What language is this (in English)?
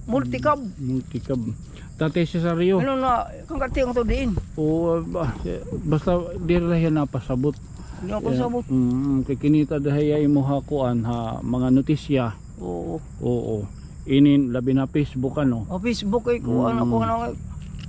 Waray